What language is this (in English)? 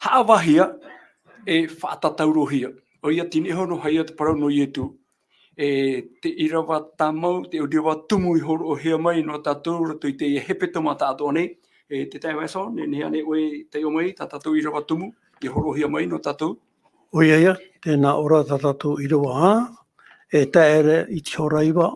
Tahitian